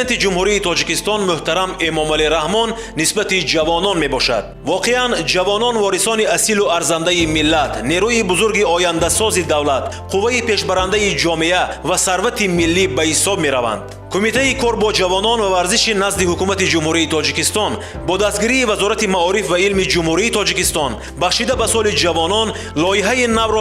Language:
Tajik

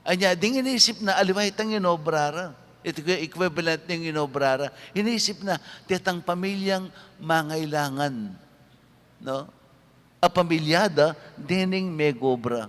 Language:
Pampanga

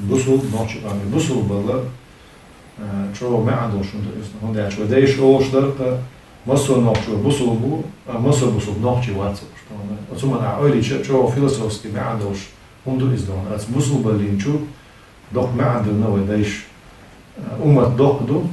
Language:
Chechen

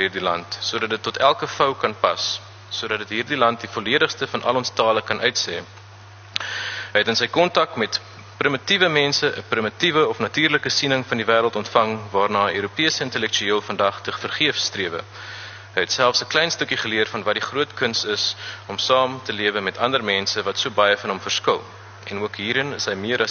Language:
Afrikaans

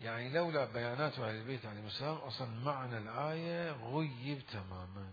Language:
Mesopotamian Arabic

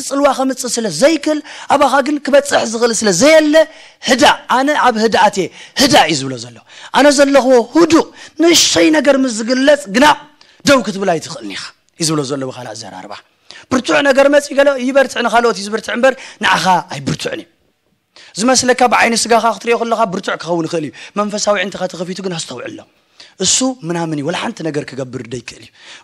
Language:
Tigrinya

